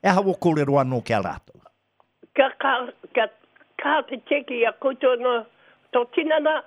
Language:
Māori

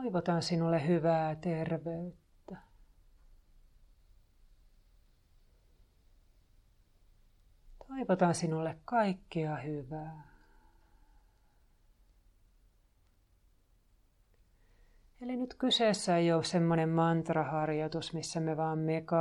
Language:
Finnish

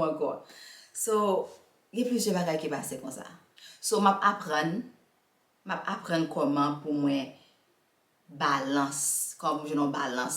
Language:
Haitian Creole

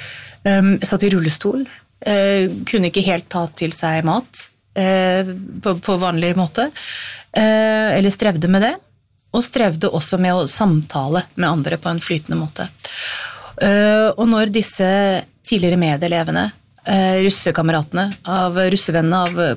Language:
Norwegian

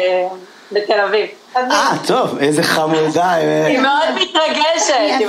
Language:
Hebrew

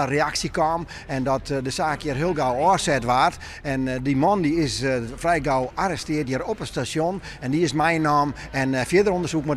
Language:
Western Frisian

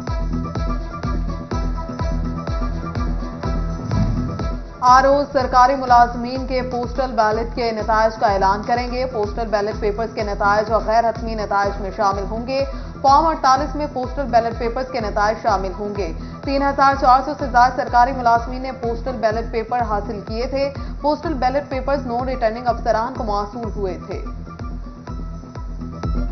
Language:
Urdu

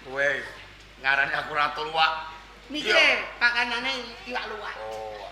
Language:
Javanese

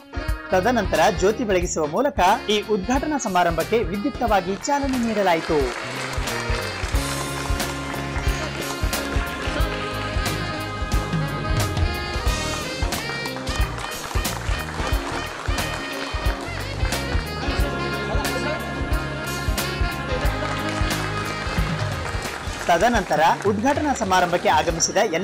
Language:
Kannada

